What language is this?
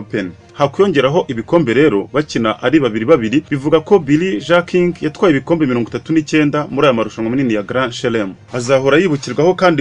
Kinyarwanda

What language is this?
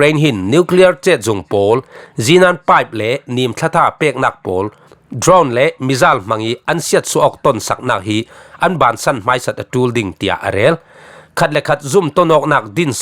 Falam Chin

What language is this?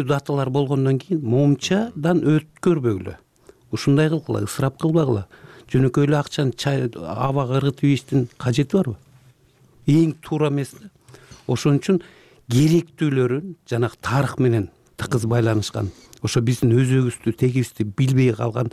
Kyrgyz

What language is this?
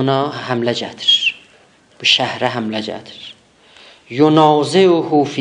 South Azerbaijani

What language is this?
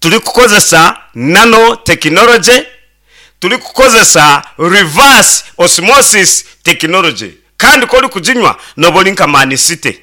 Nyankole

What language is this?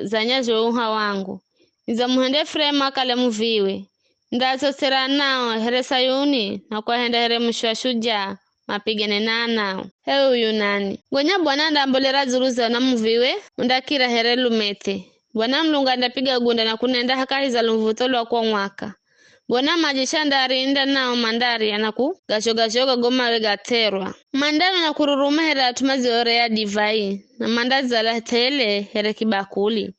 Giryama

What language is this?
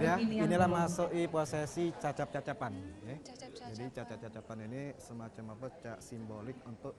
Musi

